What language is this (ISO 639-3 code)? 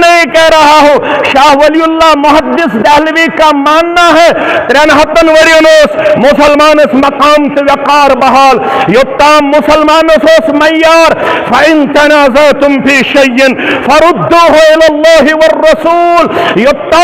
kas